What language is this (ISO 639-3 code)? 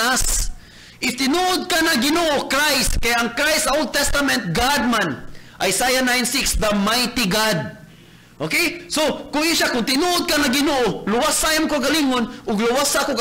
ceb